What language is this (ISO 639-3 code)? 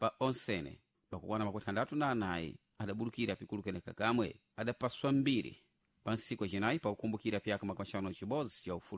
seh